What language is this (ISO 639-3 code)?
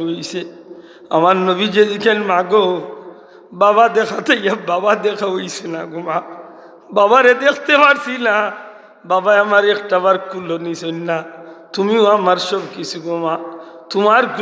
syl